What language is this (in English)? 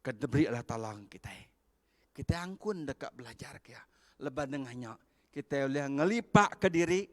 Iban